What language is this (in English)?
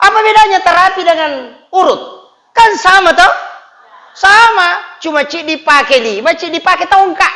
Buginese